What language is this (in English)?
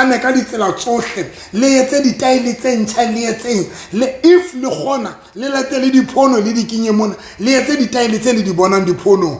Southern Sotho